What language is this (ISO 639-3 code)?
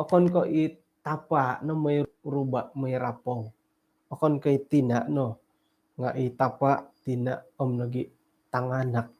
dtp